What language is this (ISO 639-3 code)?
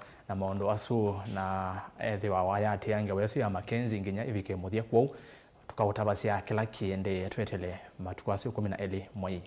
kam